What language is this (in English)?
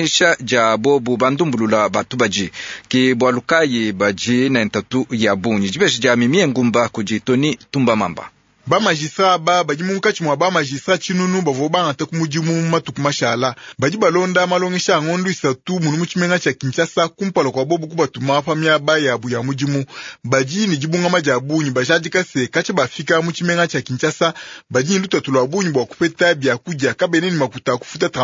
Luba-Lulua